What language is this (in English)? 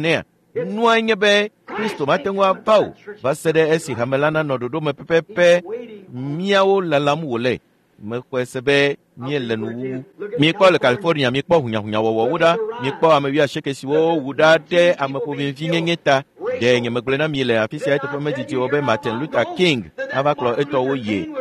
Ewe